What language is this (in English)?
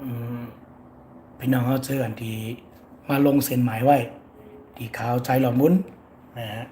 Shan